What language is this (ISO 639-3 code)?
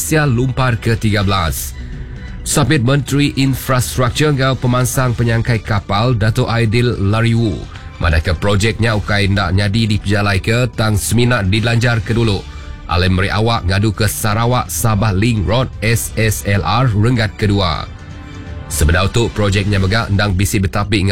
iba